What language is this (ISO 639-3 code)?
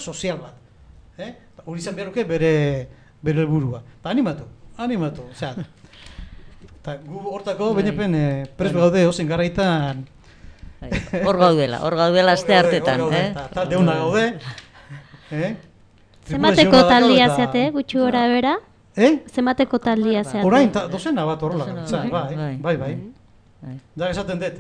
eus